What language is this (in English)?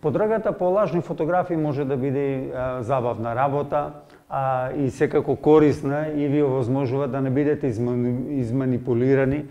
Macedonian